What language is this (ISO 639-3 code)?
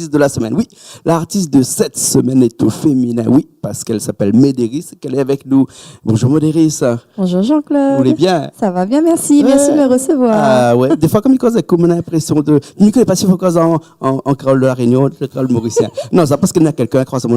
rcf